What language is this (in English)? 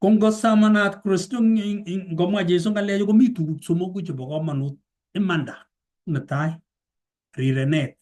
Kalenjin